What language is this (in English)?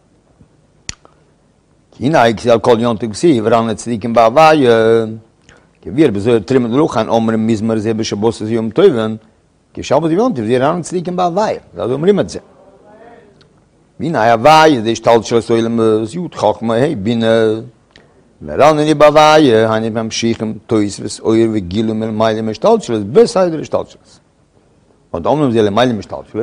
Hebrew